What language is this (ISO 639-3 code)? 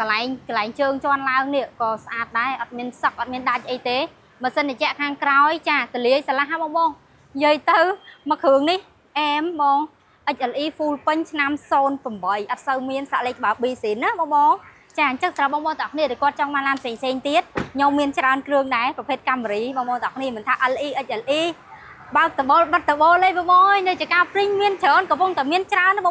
khm